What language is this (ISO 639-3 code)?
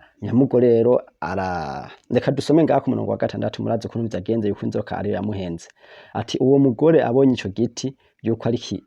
run